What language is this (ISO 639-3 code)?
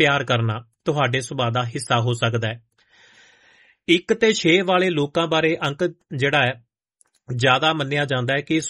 pan